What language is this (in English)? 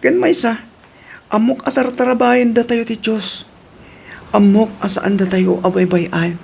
Iloko